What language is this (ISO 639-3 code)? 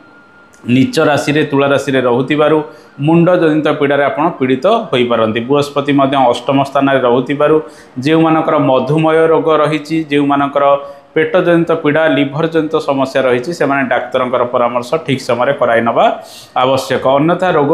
ori